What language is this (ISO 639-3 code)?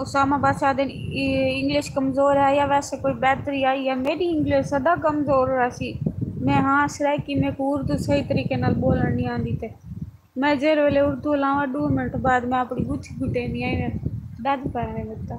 skr